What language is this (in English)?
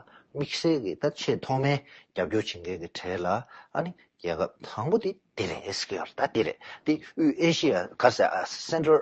Tibetan